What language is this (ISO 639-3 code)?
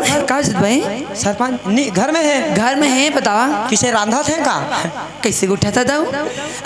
hne